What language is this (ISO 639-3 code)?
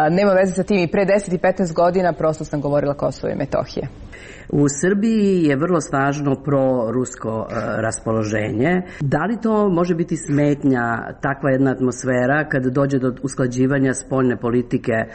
srp